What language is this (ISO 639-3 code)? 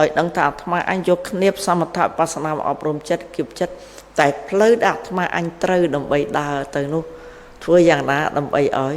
khm